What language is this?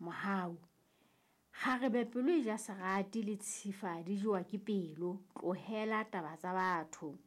Southern Sotho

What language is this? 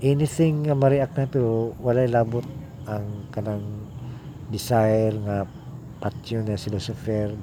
Cebuano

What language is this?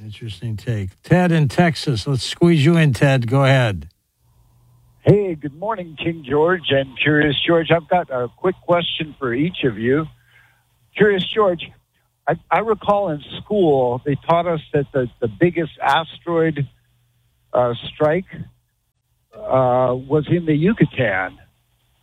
English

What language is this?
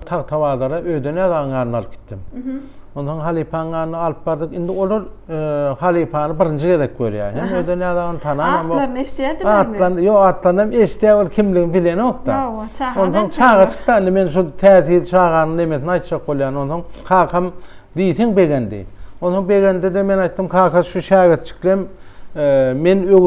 Turkmen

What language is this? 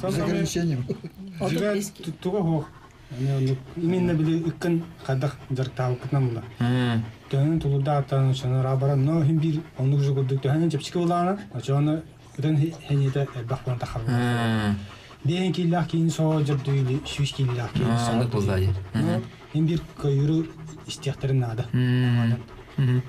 Yakut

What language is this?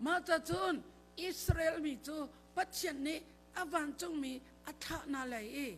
Hakha Chin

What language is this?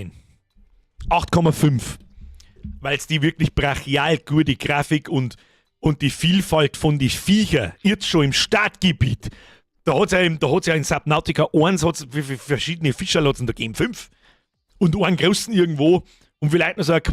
Bavarian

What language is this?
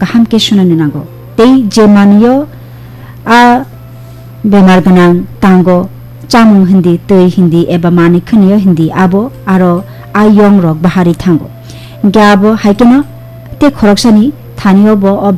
Kok Borok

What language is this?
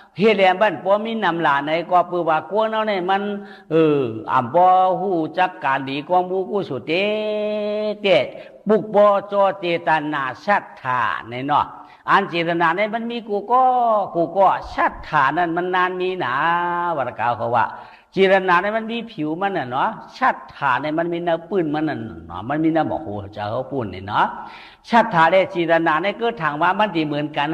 Shan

